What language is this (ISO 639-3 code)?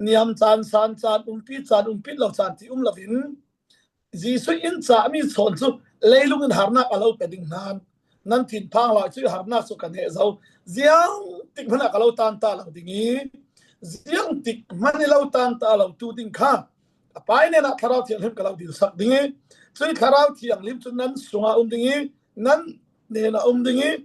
cfm